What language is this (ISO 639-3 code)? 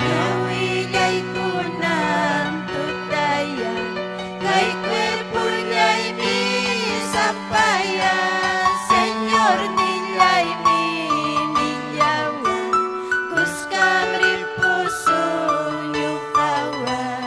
quy